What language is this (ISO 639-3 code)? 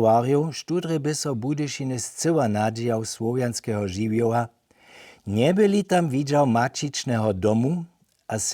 hsb